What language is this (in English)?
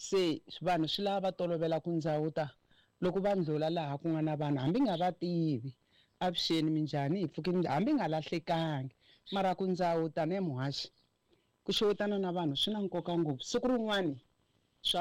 Tsonga